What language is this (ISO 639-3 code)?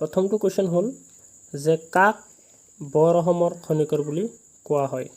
asm